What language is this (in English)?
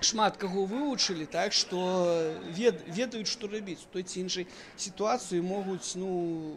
Belarusian